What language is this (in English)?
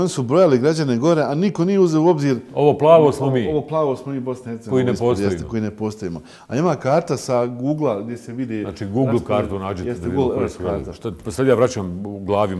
Bosnian